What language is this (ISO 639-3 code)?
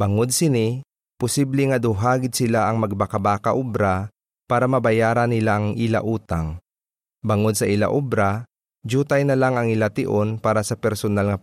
hil